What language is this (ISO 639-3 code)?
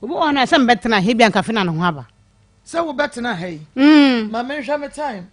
aka